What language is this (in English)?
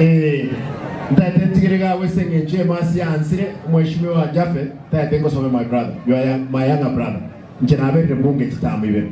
Gusii